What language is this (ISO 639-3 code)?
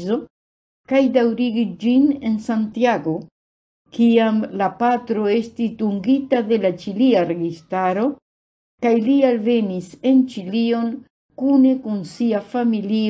epo